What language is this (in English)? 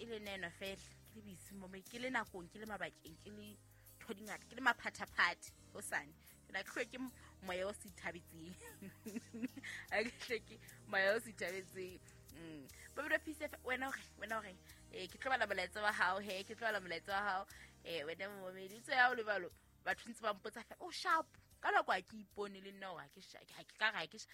Southern Sotho